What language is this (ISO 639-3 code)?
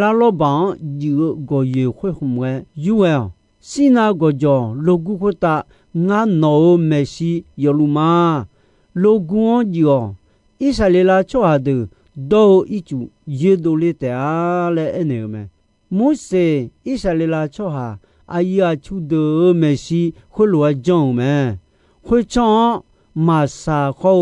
ahk